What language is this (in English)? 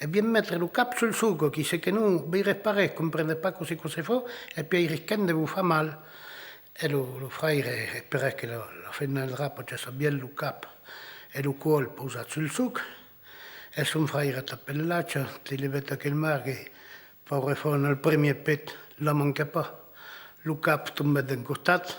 Occitan